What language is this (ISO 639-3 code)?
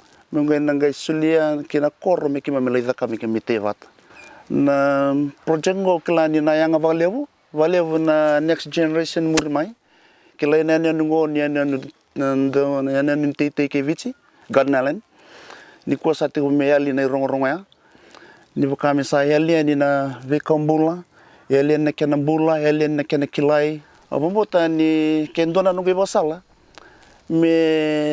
fij